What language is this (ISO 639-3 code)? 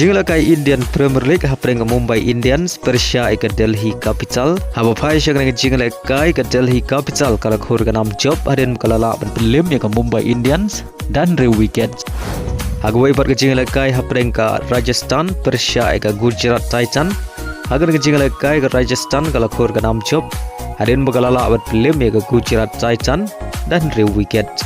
kha